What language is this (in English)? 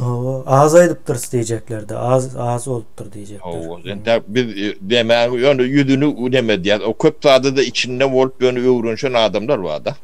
Turkmen